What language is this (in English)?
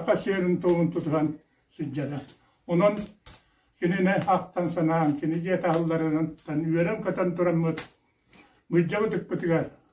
Yakut